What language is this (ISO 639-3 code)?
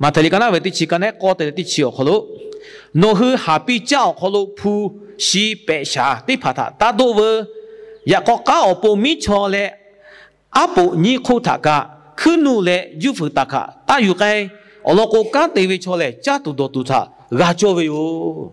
lhu